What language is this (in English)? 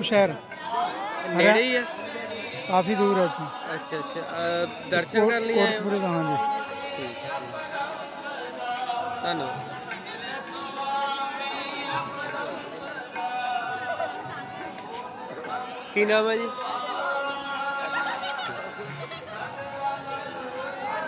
Punjabi